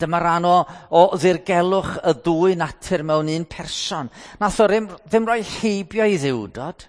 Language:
Welsh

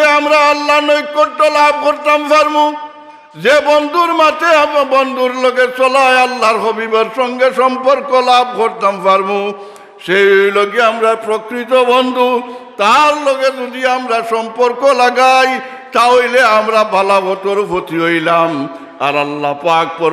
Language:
Sylheti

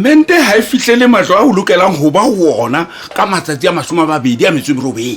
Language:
Southern Sotho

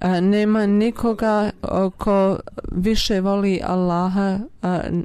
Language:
Bosnian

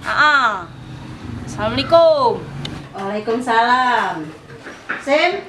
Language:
Musi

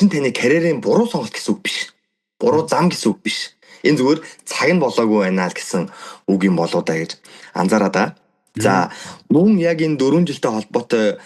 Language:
Mongolian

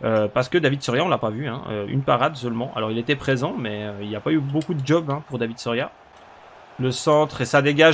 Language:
French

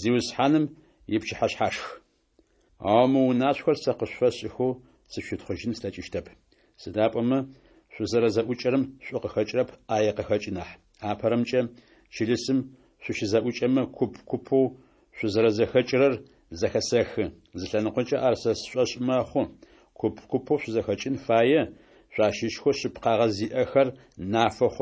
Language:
Adyghe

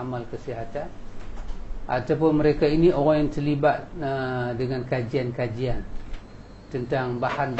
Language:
Malay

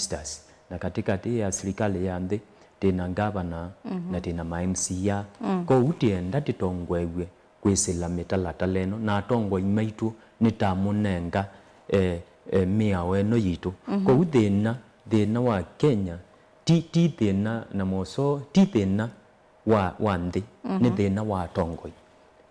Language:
Kamba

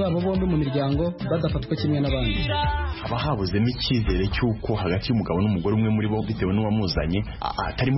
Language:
Kinyarwanda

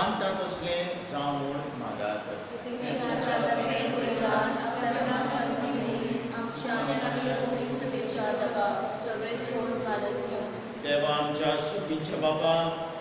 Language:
Konkani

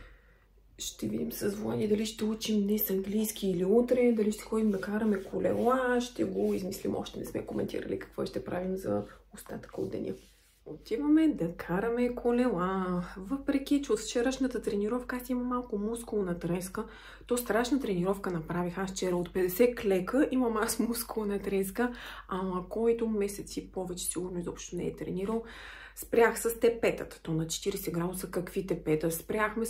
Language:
Bulgarian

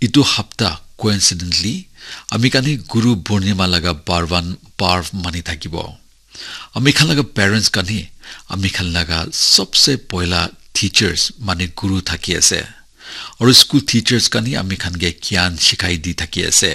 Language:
Naga Pidgin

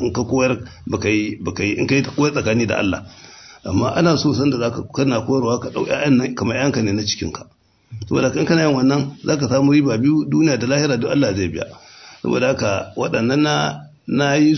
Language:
Hausa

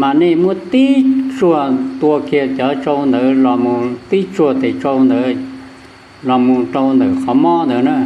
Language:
Hmong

